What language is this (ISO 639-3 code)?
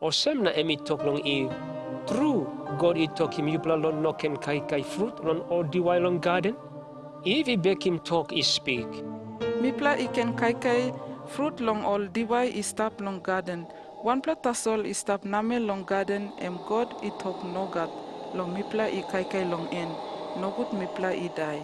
tpi